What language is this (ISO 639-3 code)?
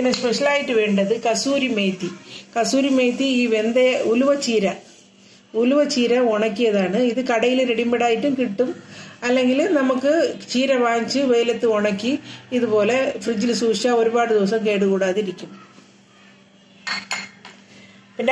mal